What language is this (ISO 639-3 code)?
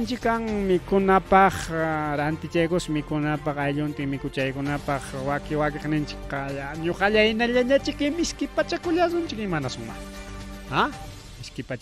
quy